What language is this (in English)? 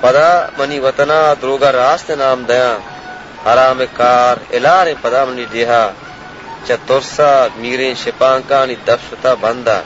Baluchi